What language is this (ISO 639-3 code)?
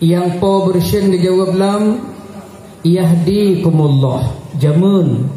ace